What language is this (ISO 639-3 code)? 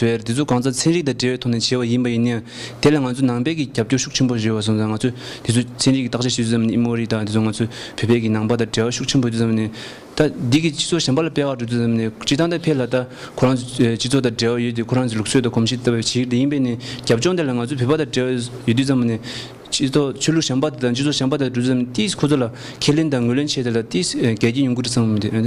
bod